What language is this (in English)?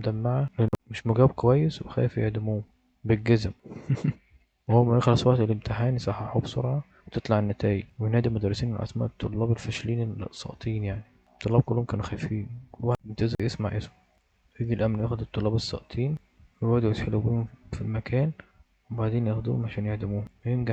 Egyptian Arabic